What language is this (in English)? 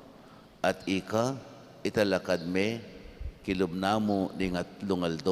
Pampanga